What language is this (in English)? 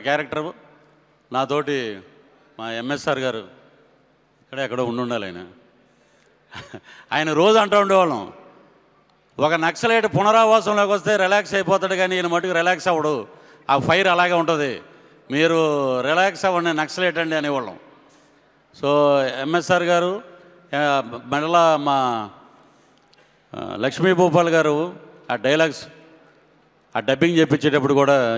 Telugu